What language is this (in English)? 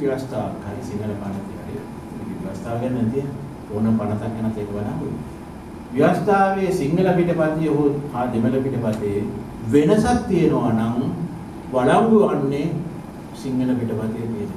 Sinhala